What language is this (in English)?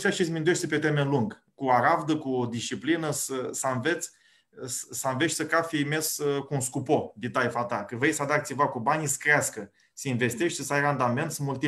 Aromanian